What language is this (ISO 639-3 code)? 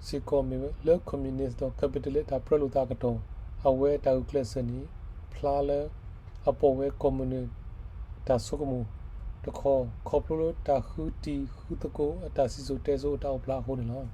ksw